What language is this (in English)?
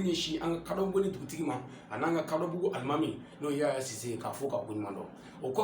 Bambara